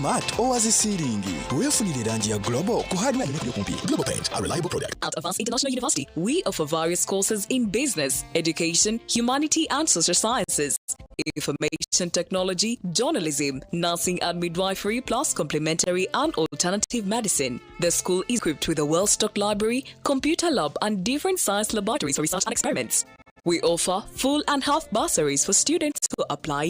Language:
Nyankole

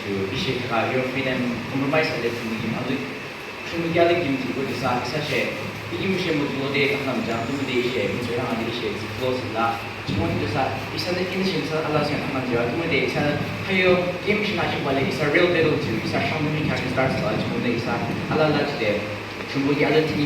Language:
Yimchungru Naga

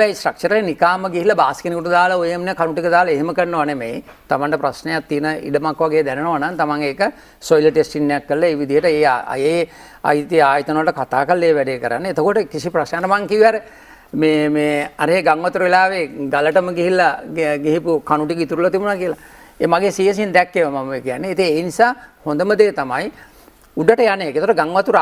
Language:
Sinhala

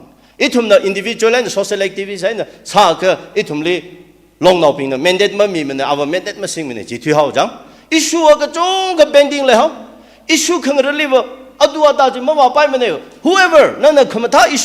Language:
Tangkhul Naga (India)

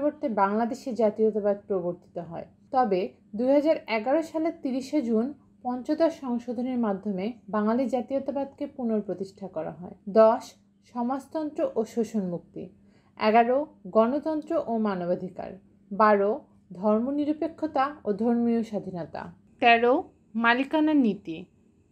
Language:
Bangla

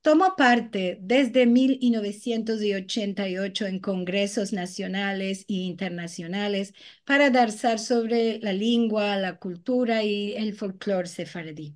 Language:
Ladino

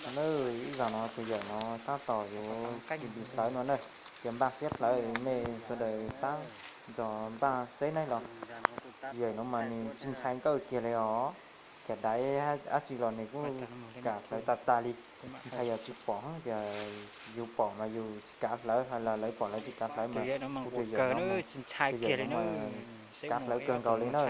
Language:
Hmong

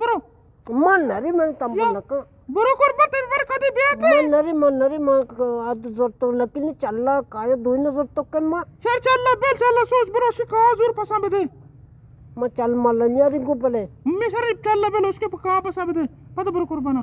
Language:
Eastern Balochi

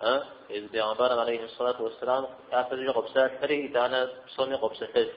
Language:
Kabardian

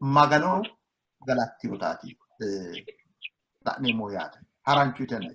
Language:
Sidamo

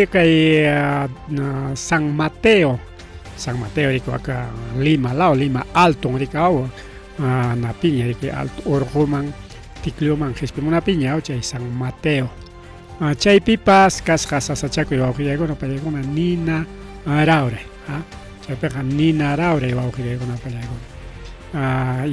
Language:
Ayacucho Quechua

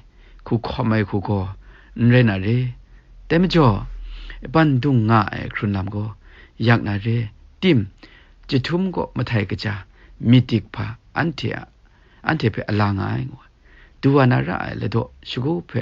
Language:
Kachin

